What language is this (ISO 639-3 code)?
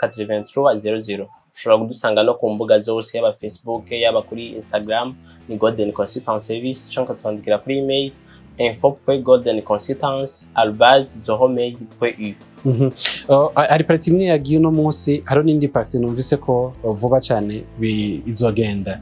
run